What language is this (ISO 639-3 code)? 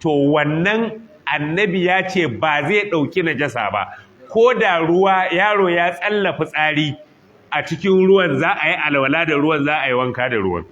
hau